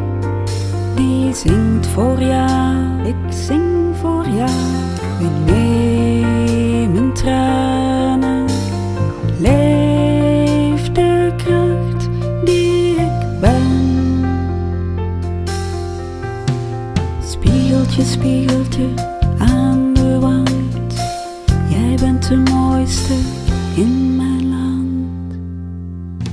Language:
Dutch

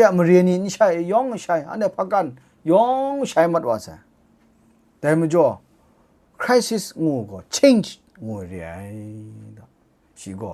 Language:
Kachin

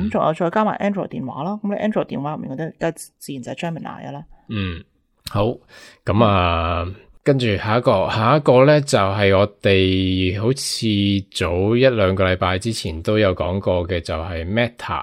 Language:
Cantonese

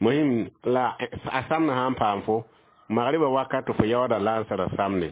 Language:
Mossi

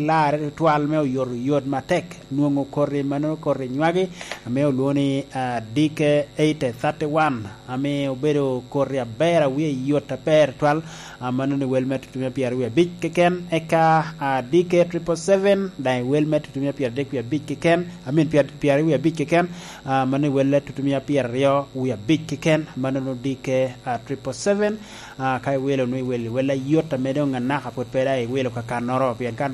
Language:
Lango (Uganda)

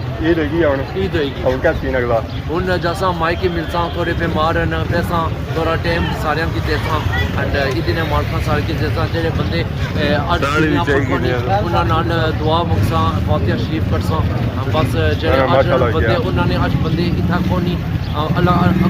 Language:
Pahari-Potwari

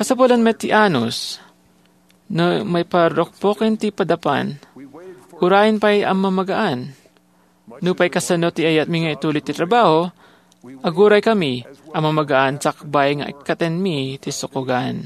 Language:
Iloko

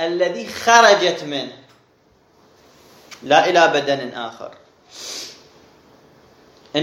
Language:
Arabic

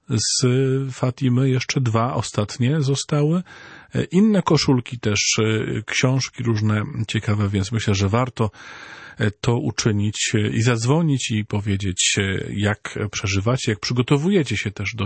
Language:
Polish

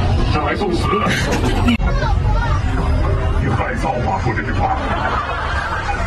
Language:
Chinese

